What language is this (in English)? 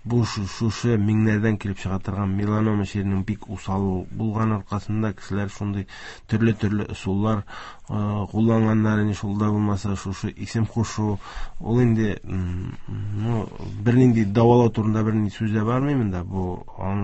Tatar